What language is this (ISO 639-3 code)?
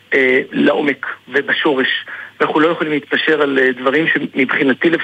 heb